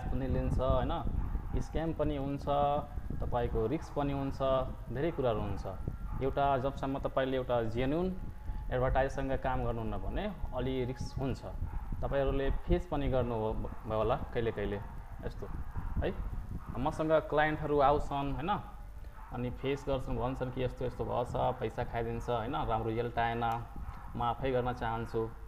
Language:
Nepali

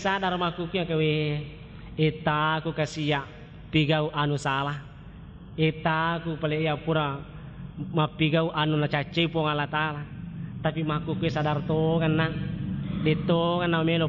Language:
Buginese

